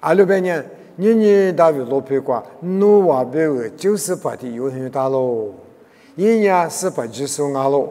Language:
Lisu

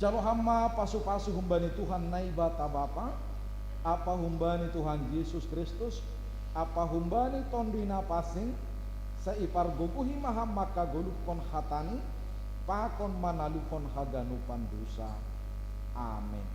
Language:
Batak Simalungun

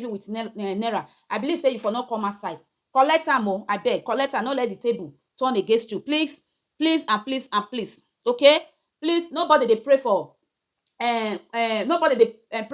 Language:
Nigerian Pidgin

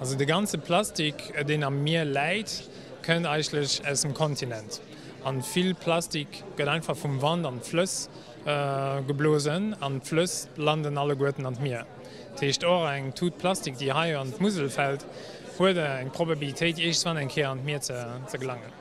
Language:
Luxembourgish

